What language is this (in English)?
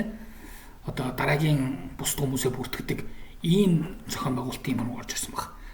Mongolian